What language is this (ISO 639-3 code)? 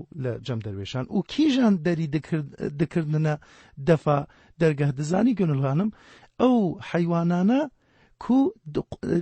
kur